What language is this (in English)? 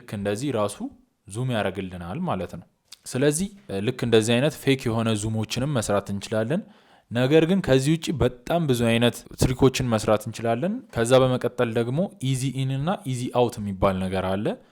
Amharic